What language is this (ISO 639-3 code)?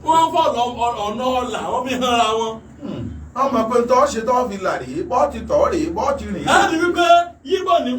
yor